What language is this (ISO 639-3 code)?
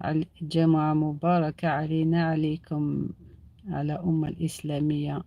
arq